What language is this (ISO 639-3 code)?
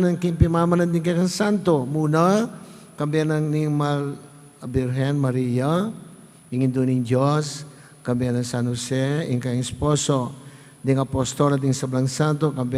pam